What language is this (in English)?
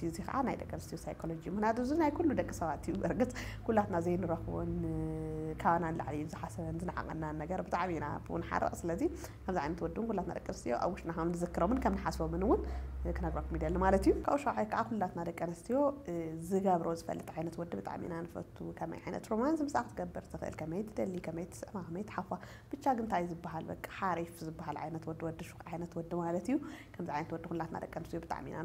Tigrinya